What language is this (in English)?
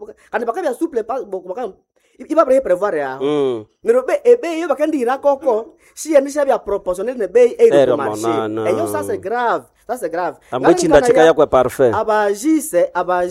Nande